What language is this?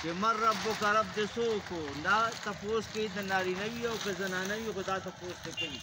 Pashto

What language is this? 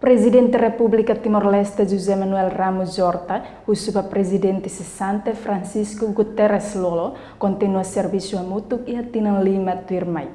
Tetum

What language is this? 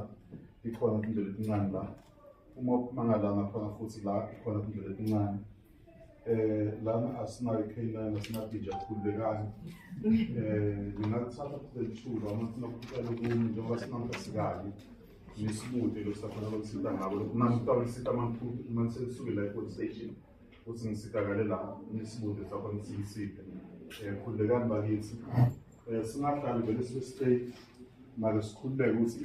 Zulu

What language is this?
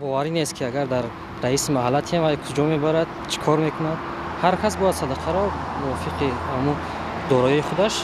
Tajik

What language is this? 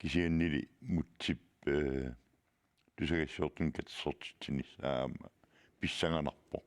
Kalaallisut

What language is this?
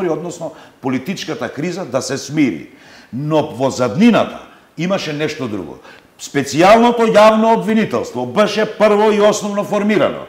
Macedonian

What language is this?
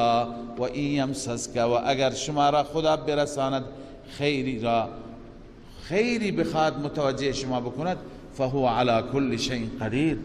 Persian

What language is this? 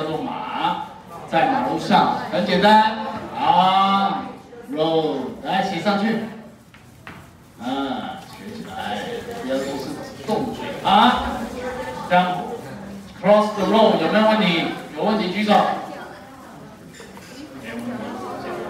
Chinese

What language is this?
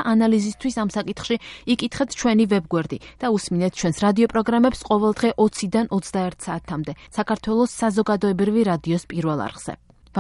Georgian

